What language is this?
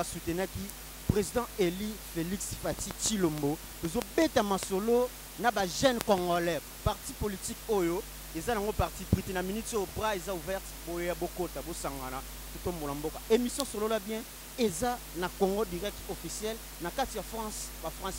Lingala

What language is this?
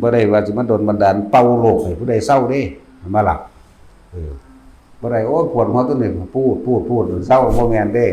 Northeastern Thai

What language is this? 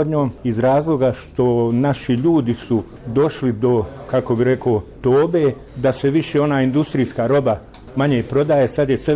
Bosnian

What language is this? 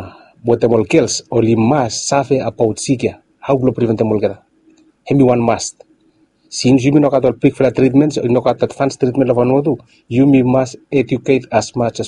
Bislama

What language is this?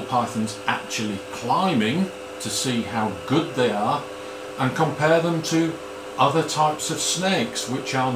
English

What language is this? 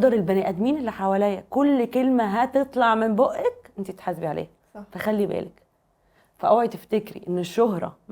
Egyptian Arabic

